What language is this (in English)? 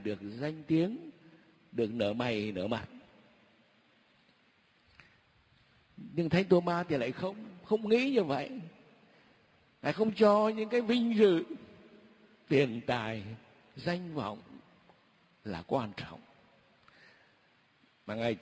Vietnamese